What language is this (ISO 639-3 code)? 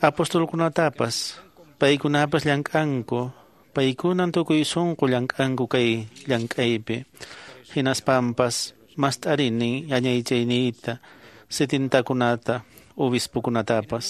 que